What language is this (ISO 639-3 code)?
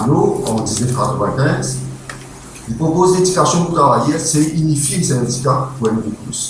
mfe